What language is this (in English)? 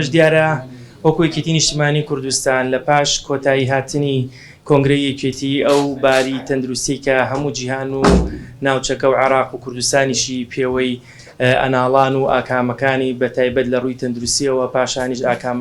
Central Kurdish